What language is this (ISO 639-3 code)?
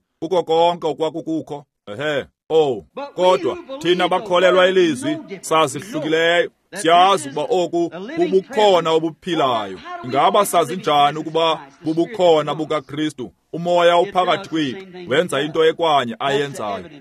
xho